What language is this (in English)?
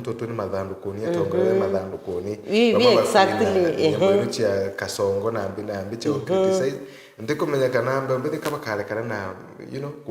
Meru